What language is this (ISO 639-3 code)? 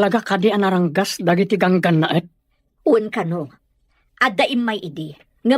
ilo